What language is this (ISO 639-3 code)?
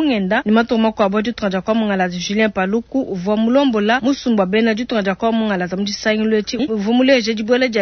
lua